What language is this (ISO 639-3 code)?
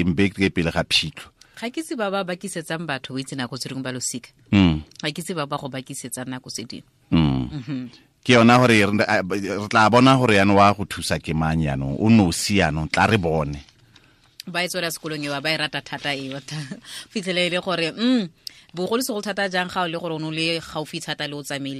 tsn